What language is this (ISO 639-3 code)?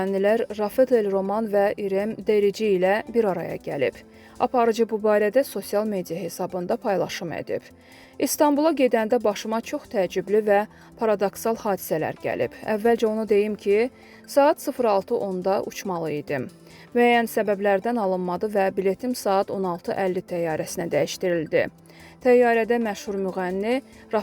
aze